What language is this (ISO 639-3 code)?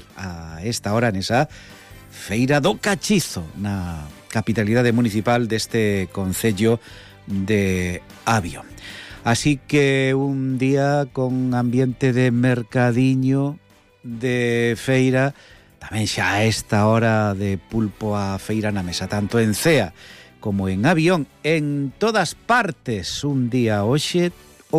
glg